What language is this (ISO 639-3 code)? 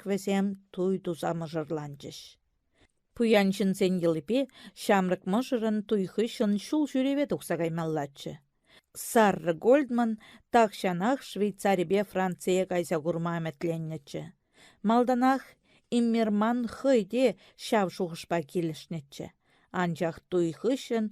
chv